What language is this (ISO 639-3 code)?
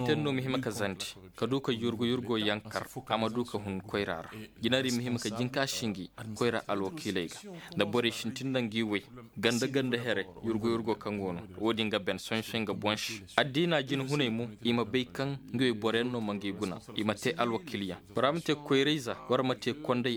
dje